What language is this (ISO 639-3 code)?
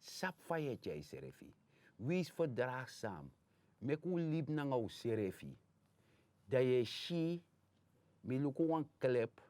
srn